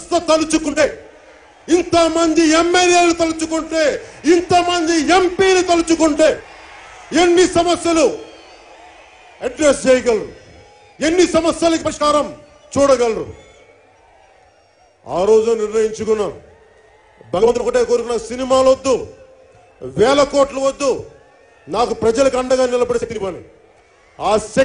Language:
Telugu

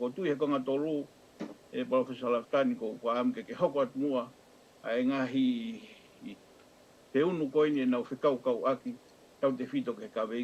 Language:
Tongan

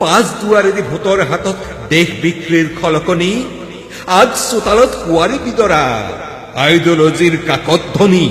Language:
Assamese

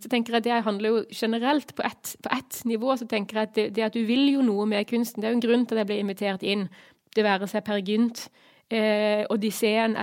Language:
Norwegian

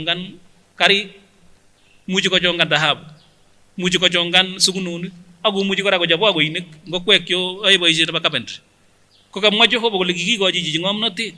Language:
Kipsigis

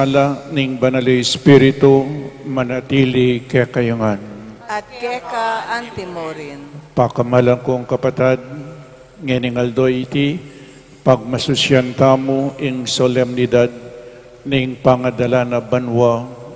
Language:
Pampanga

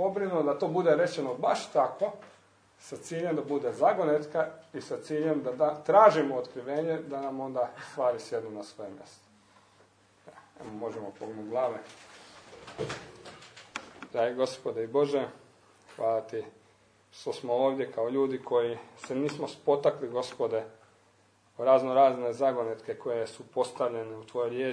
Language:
Croatian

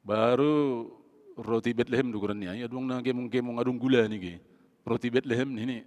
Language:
Batak Simalungun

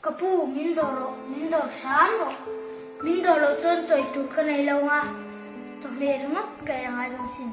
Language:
Mizo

